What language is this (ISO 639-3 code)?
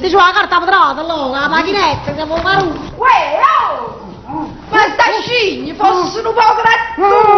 nap